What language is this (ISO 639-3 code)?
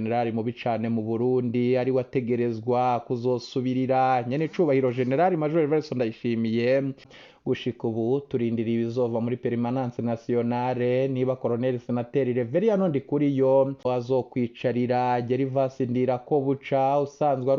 run